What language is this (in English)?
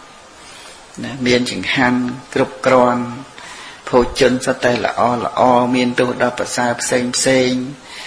Khmer